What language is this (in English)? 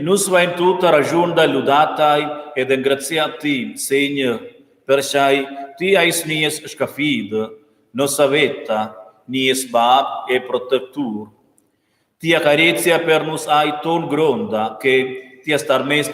Romansh